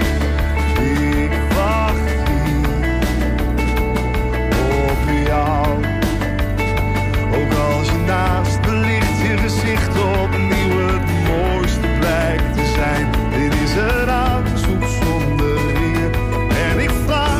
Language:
Dutch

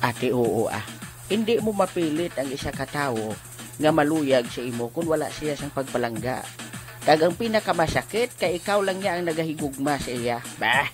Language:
Hiligaynon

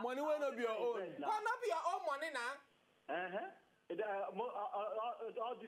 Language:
Nigerian Pidgin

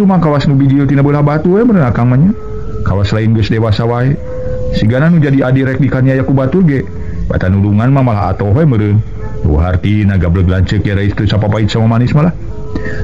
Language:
Sundanese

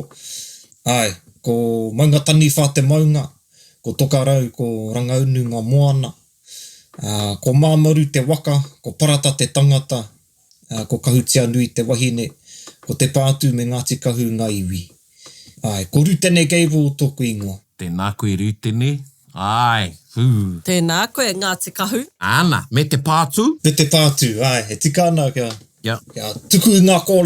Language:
Māori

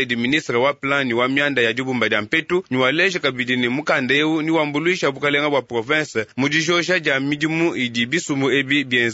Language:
Luba-Lulua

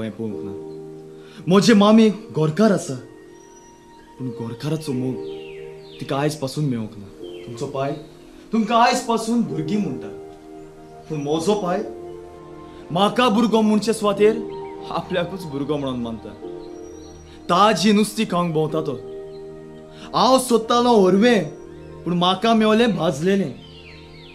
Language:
Konkani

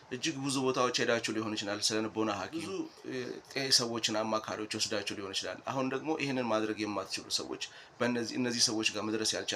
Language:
Amharic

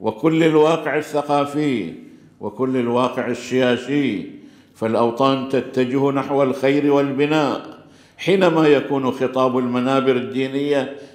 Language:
Arabic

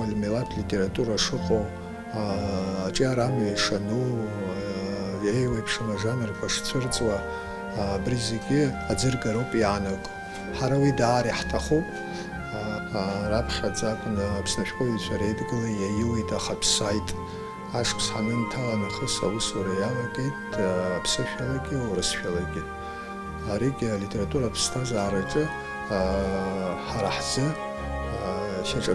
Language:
Abkhazian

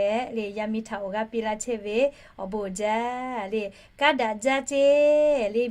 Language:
Lahu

